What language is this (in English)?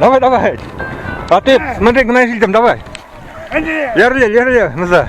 Chuvash